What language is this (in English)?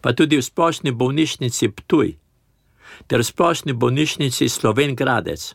Slovenian